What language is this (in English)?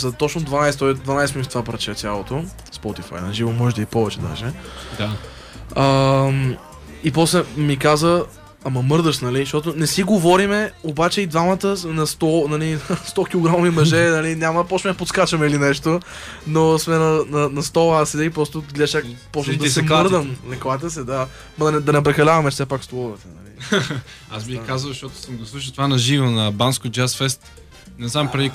Bulgarian